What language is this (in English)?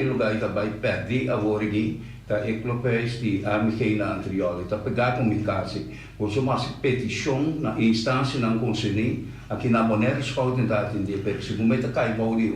Papiamento